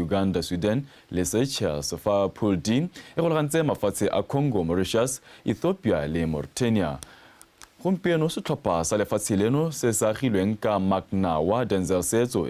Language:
Tswana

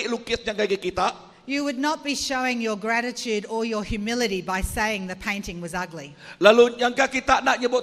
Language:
Iban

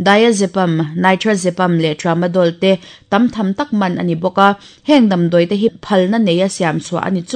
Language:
Mizo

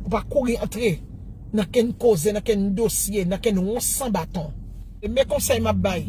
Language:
Haitian Creole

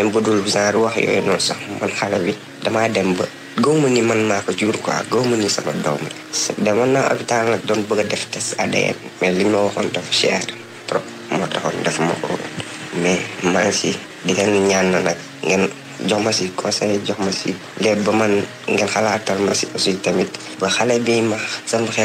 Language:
Wolof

